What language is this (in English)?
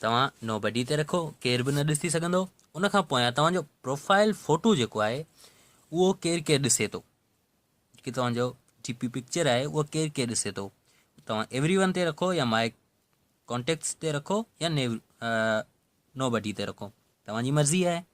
Sindhi